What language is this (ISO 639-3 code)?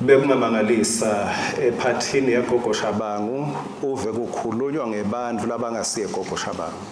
ssw